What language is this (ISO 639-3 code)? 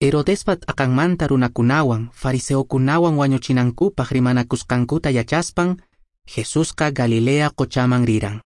que